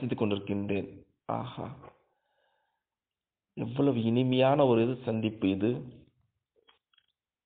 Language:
Tamil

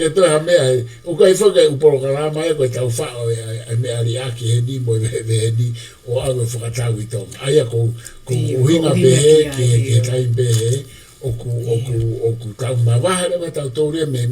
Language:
Tongan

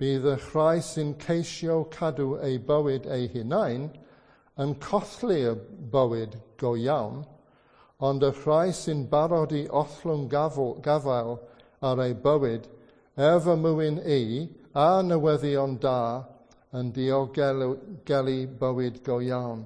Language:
Welsh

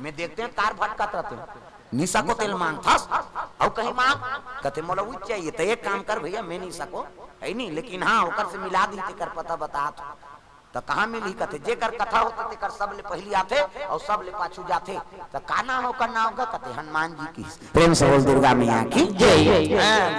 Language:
Chhattisgarhi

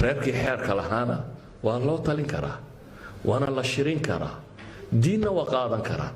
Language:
Somali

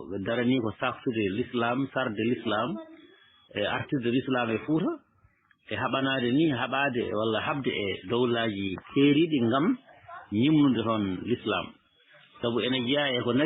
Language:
Fula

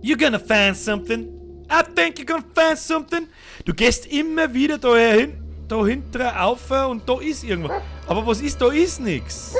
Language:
Bavarian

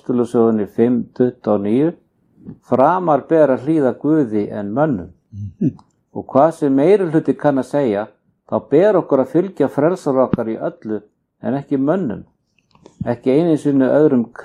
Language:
Icelandic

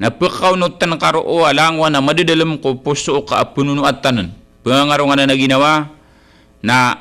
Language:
Maranao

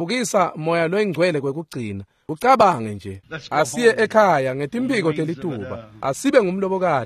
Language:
Swati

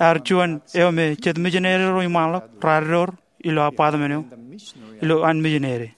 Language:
Marshallese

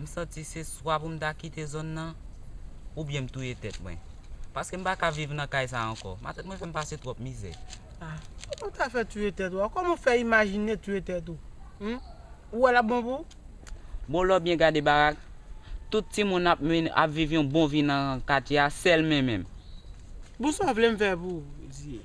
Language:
Haitian Creole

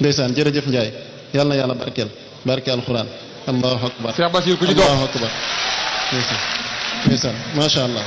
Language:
Wolof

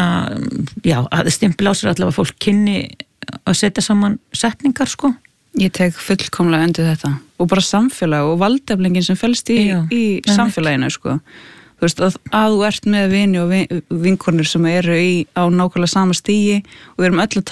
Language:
Icelandic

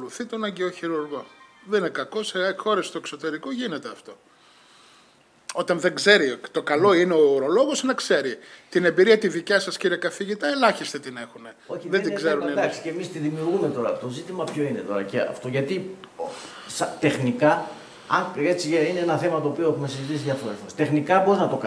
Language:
Greek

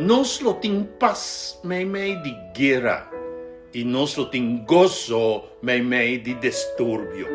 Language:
Papiamento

